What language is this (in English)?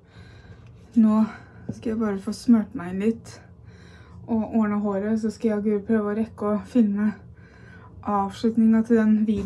Norwegian